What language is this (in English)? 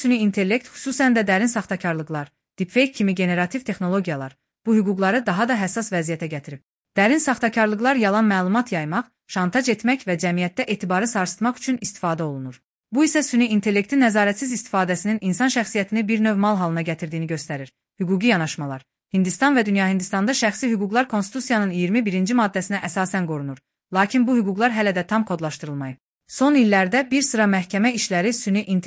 Azerbaijani